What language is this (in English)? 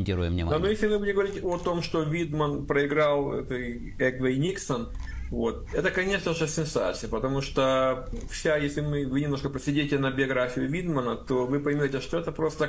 Russian